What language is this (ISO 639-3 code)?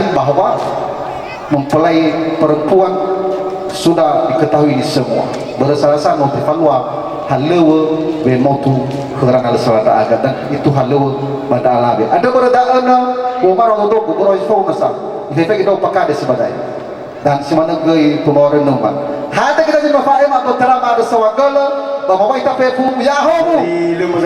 nia